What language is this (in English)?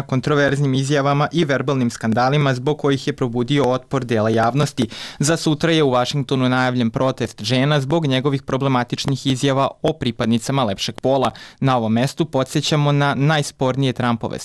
Serbian